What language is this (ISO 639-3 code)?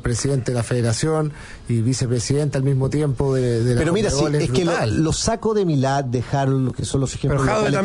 spa